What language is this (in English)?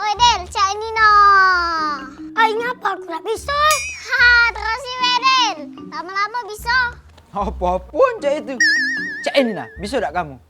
Musi